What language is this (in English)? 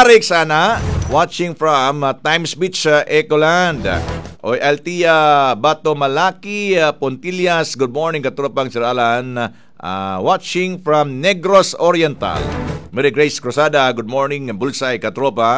Cebuano